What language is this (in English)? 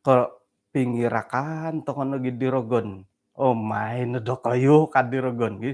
Central Dusun